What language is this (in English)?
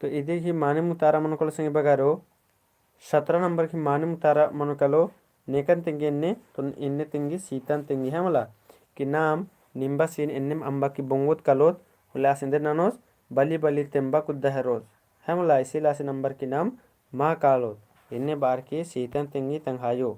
Kurukh